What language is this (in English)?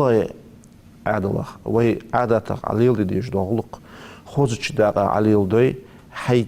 Ingush